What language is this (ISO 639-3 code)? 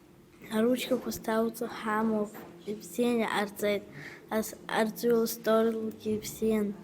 abk